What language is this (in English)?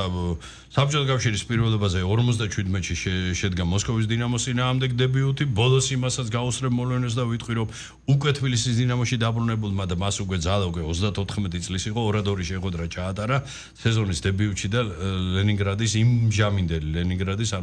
Georgian